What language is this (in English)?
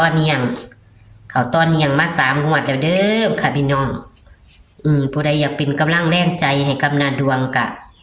Northeastern Thai